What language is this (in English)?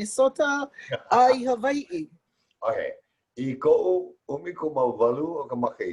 Hawaiian